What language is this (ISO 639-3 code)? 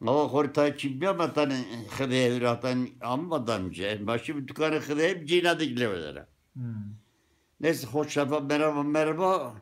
zza